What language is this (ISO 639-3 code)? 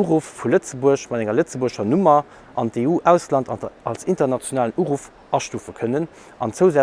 ltz